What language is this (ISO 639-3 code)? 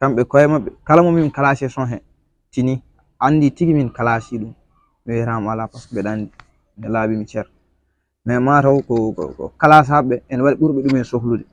ful